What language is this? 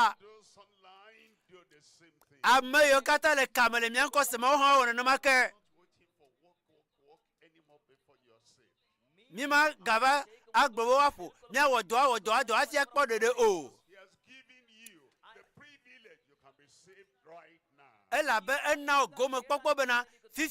Ewe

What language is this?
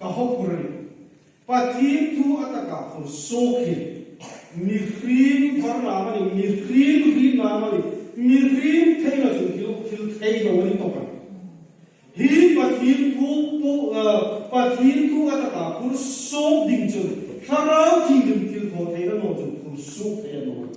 Hmar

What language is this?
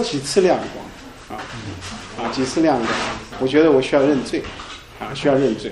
Chinese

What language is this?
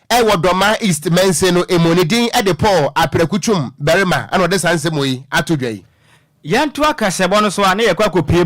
Akan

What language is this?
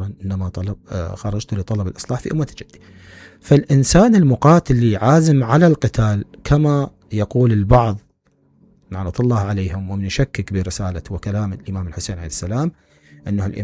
Mesopotamian Arabic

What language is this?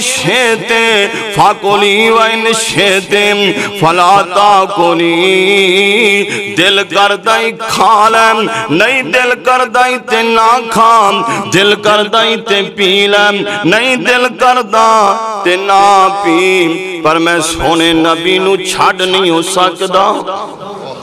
Western Panjabi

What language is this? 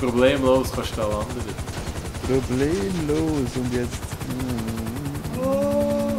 Swiss German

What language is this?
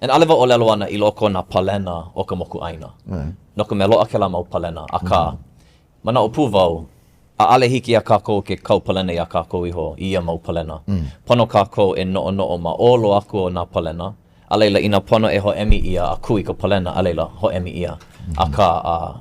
Hawaiian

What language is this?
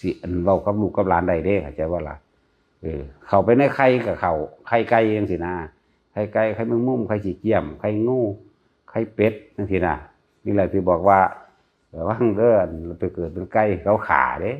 Northeastern Thai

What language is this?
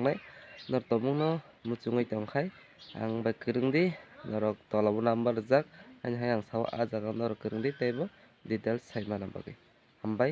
Kok Borok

